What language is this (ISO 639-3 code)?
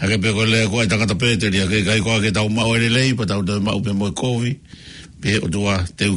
ton